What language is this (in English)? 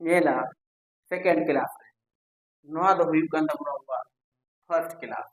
Santali